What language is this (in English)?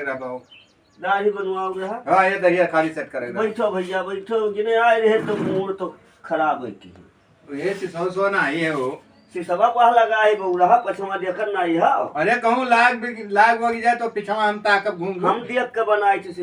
Awadhi